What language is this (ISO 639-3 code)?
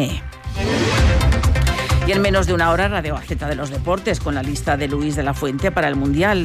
spa